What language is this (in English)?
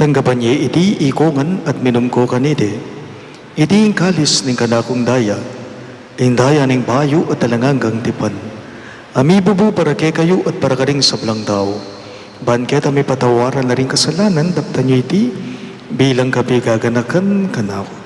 Pampanga